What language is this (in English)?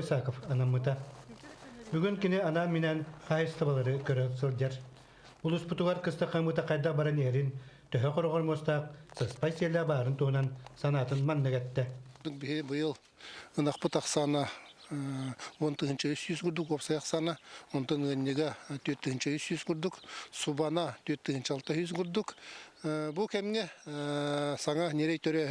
Yakut